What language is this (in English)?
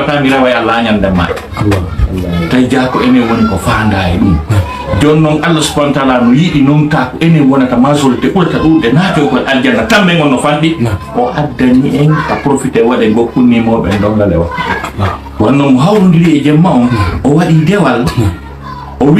Fula